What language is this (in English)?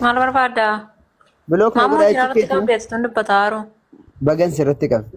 Oromo